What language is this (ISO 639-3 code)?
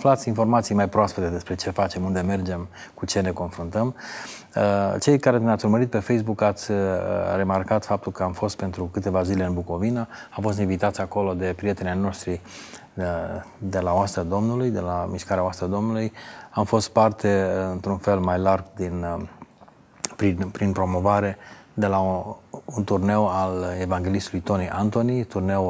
ron